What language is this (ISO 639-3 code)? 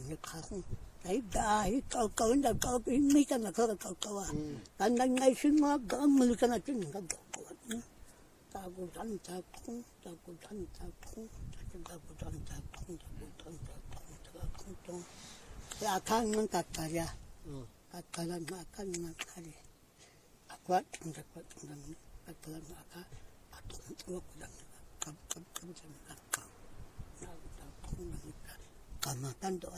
vie